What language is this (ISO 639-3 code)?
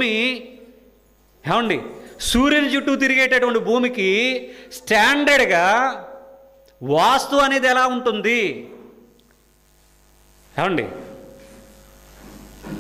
tel